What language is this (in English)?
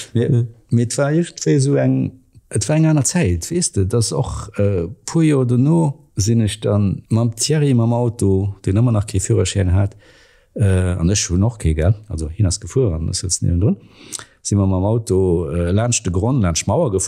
Luxembourgish